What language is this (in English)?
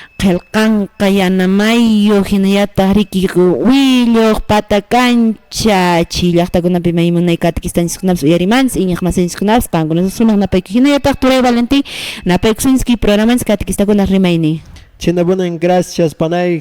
Quechua